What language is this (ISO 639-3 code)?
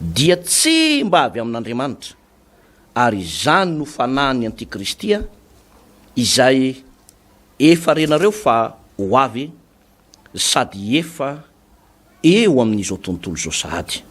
mlg